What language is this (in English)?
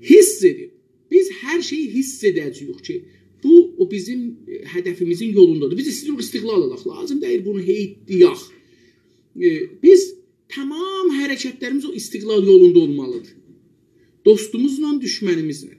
South Azerbaijani